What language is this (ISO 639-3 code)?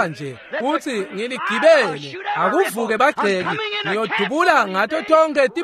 ssw